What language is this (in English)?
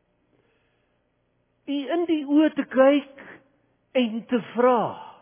Afrikaans